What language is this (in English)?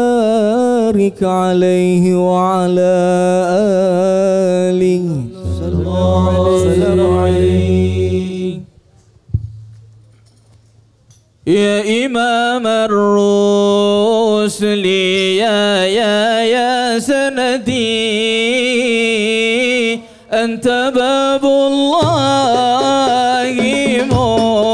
Malay